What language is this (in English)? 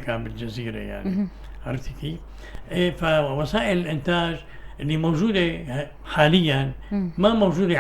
North Levantine Arabic